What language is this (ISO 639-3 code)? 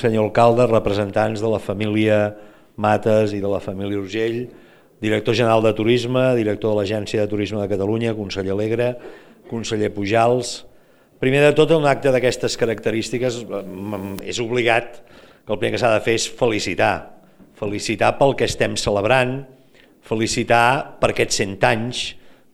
cat